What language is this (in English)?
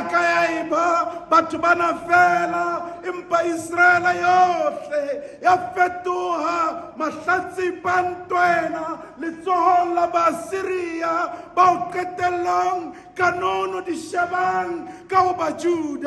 Southern Sotho